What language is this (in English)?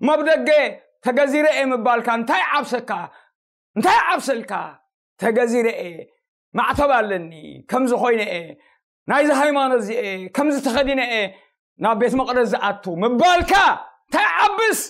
Tigrinya